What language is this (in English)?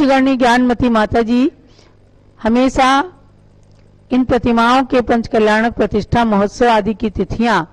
Hindi